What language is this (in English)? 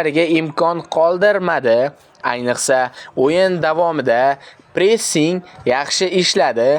Uzbek